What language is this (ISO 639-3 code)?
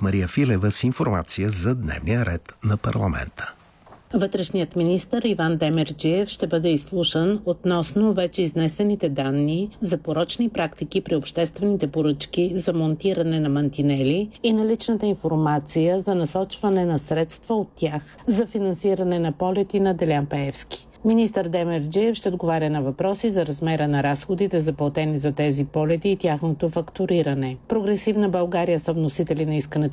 bul